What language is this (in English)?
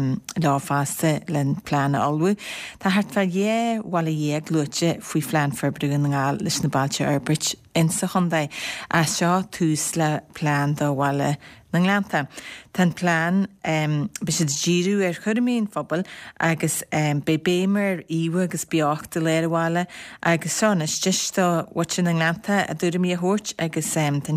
Irish